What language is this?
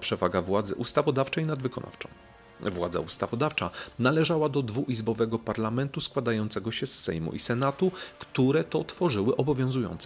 Polish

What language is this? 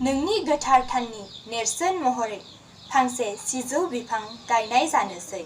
Bodo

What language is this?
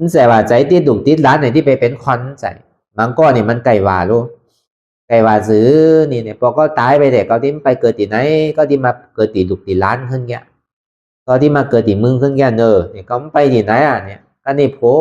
Shan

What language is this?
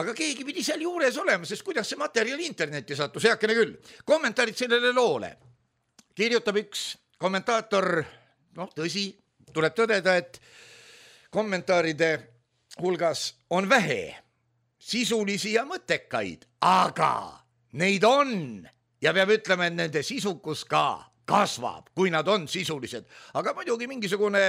Estonian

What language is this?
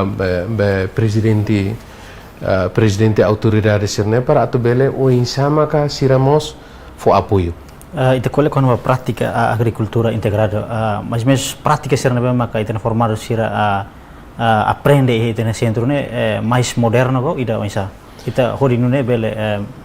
Tetum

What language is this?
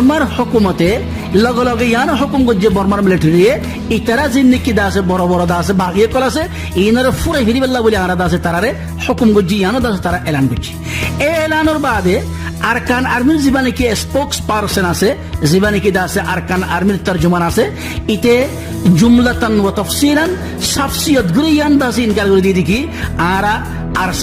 Rohingya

